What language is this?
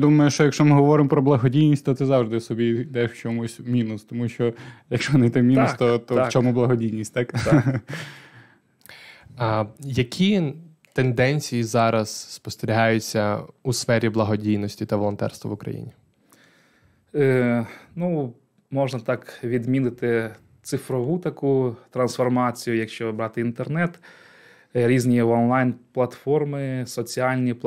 Ukrainian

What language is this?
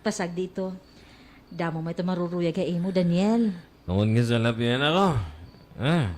Waray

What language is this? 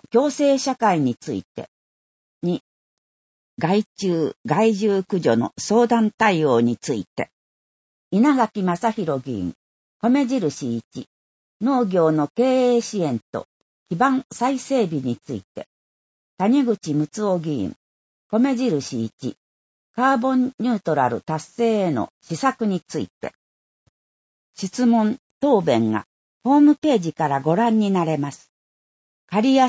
Japanese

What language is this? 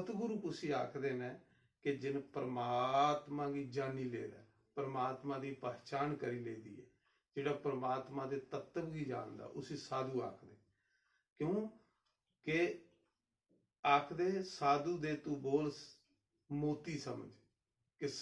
Dogri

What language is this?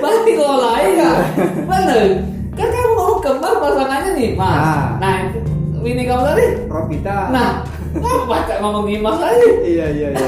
Musi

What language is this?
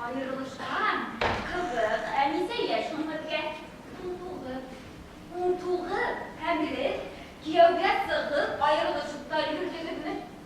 Bashkir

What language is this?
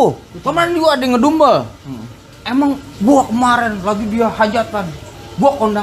Betawi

